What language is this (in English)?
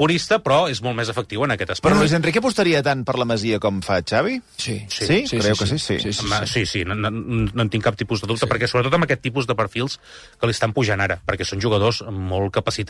Catalan